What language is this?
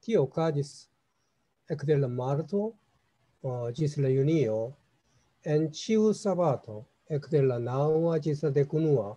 Esperanto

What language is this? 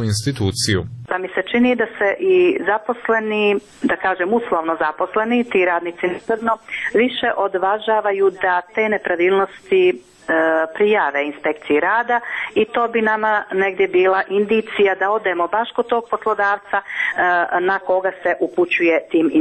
Serbian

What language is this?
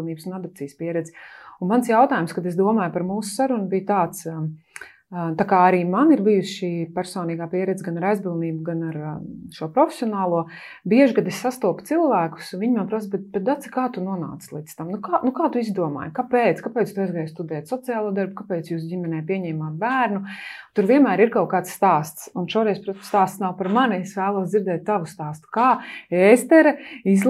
Latvian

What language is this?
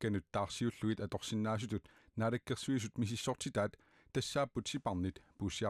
Kalaallisut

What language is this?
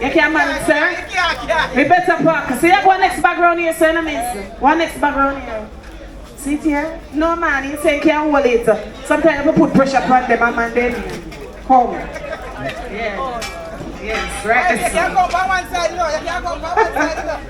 Jamaican Creole English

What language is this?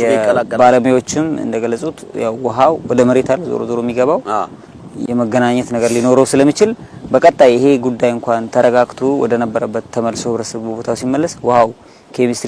Amharic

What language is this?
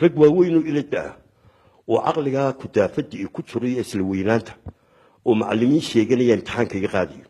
Somali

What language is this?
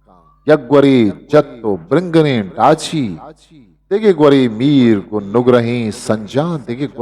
Eastern Balochi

